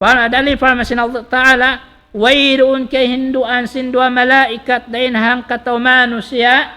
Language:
Tausug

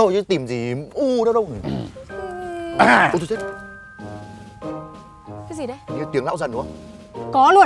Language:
Vietnamese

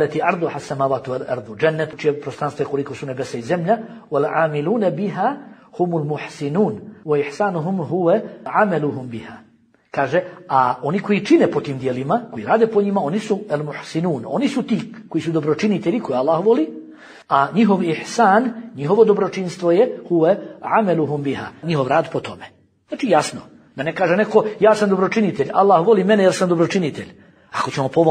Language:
Bosnian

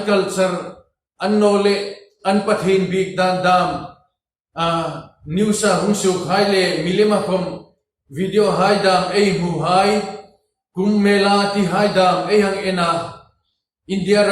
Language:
Hmar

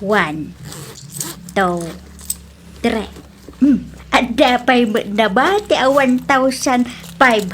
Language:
Iloko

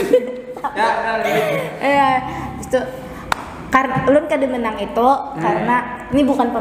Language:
Banjar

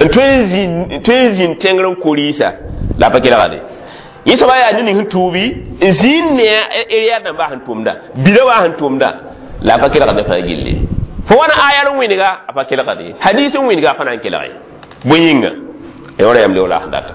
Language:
Mossi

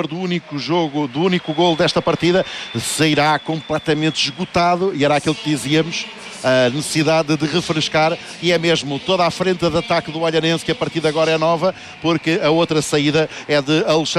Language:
Portuguese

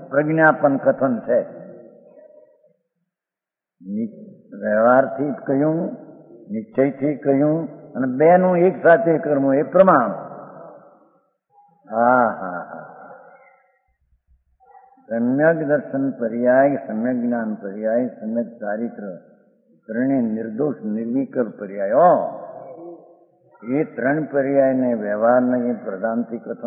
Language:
Gujarati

